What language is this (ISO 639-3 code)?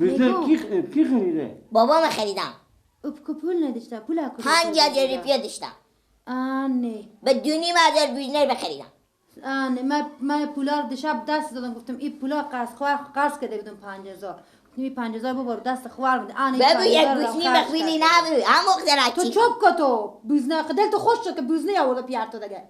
fas